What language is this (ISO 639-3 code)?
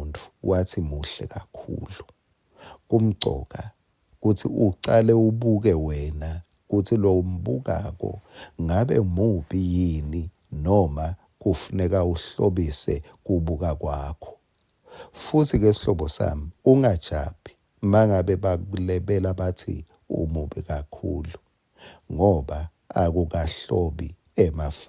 ssw